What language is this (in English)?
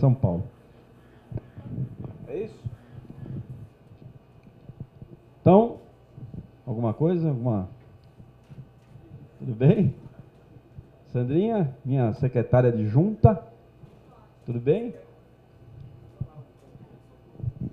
Portuguese